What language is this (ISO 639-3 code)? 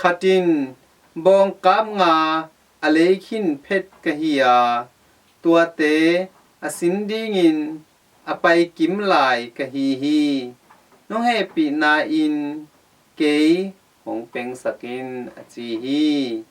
ctd